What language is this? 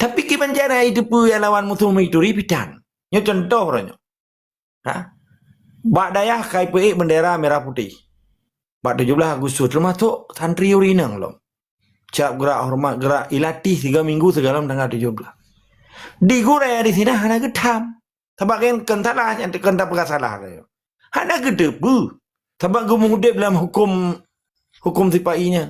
Achinese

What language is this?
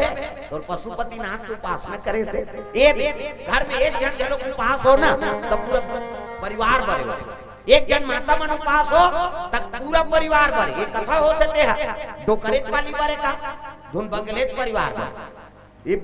Chhattisgarhi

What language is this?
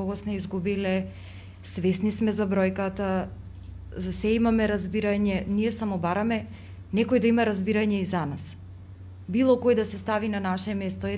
Macedonian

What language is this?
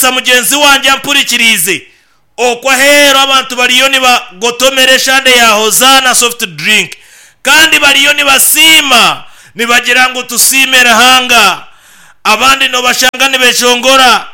Nyankole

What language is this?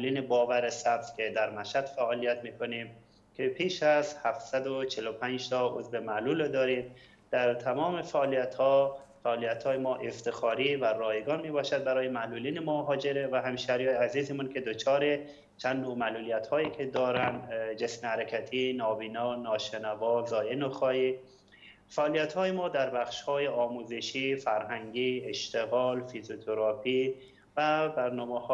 Persian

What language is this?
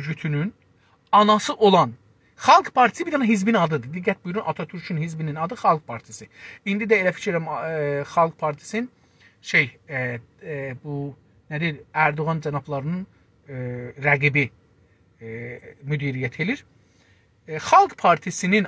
South Azerbaijani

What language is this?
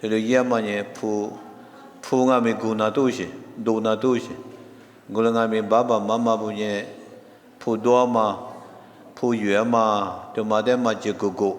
Lisu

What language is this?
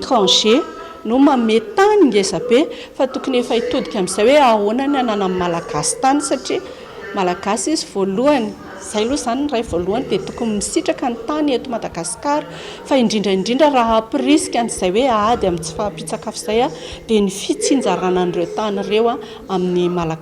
Malagasy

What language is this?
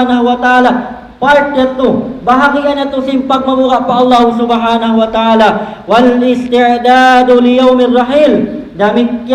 Tausug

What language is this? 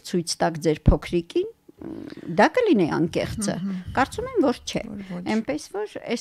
Armenian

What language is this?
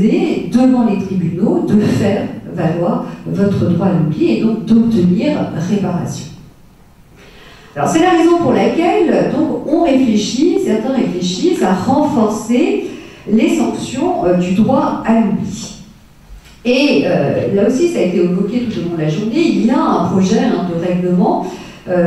French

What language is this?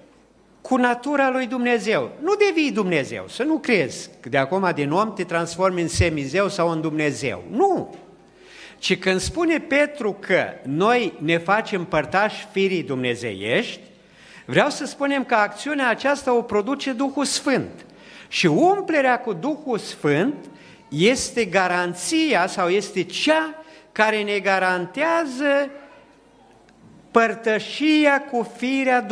Romanian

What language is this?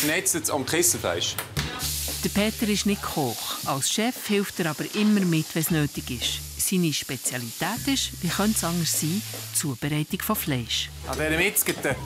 Swiss German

